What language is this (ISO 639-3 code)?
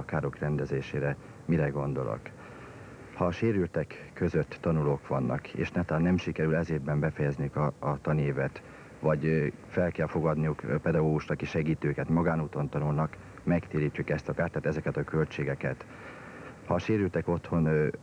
hun